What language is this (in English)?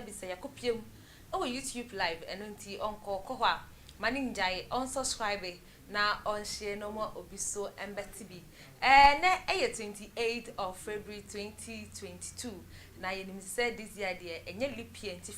Akan